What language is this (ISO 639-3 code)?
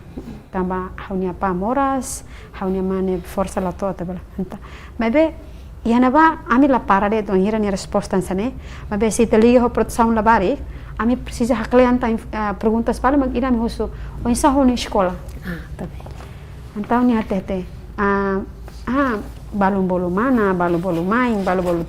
tet